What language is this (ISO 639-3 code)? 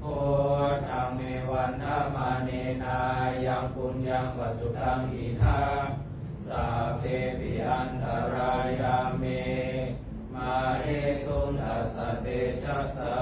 pli